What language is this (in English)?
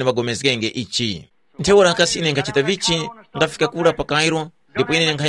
Tumbuka